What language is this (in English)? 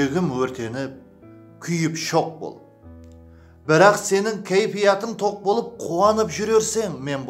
Kara-Kalpak